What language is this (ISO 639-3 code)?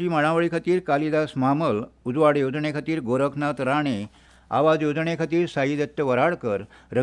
kok